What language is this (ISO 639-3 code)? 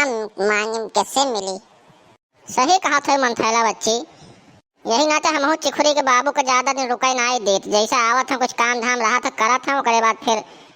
awa